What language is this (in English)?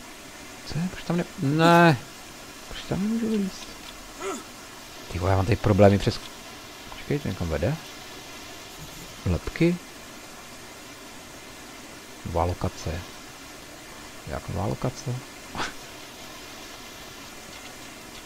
Czech